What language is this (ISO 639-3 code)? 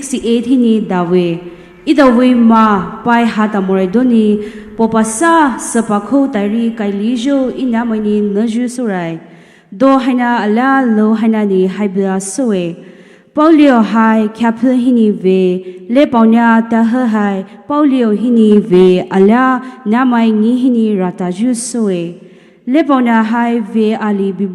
pmx